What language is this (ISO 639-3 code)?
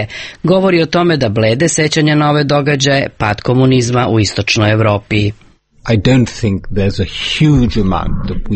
srp